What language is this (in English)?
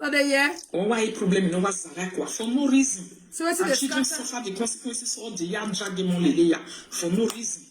Nigerian Pidgin